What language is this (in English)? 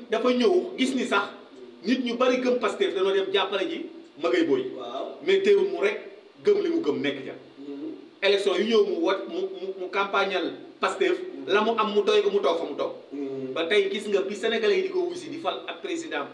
Wolof